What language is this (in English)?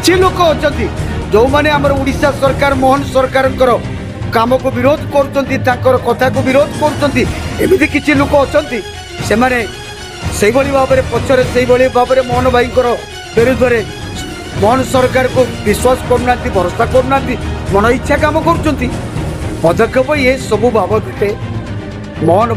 Odia